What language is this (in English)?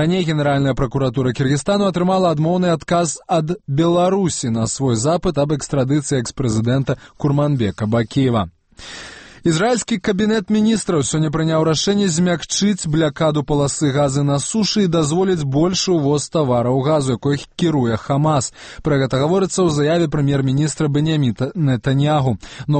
Belarusian